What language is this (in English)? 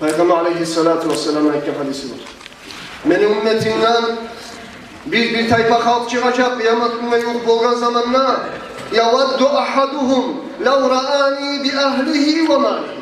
Kumyk